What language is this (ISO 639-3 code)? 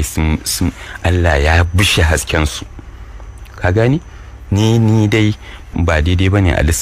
hau